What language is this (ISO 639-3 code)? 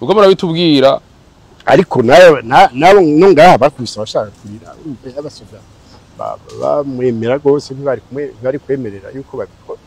run